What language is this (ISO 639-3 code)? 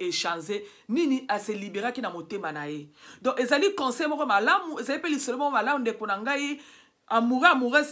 lin